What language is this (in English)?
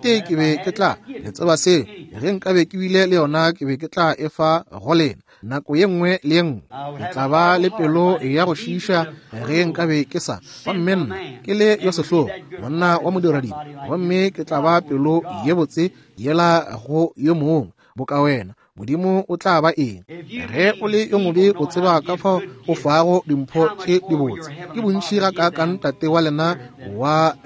Northern Sotho